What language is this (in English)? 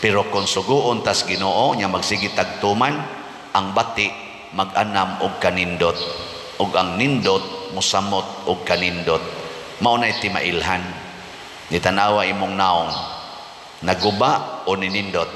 Cebuano